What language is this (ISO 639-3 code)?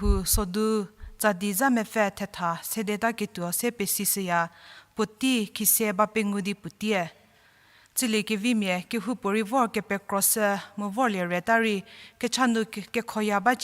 njm